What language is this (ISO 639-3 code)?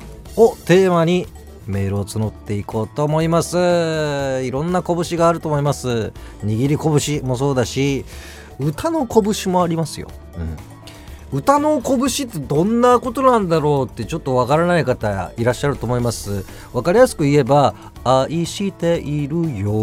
jpn